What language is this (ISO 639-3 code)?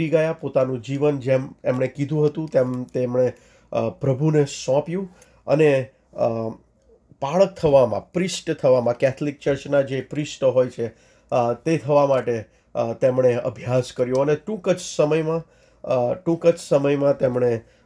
guj